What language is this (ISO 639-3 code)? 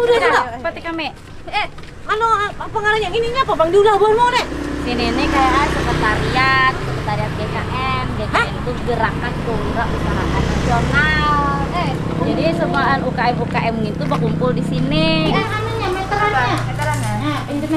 bjn